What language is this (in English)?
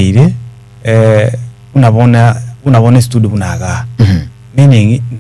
Gusii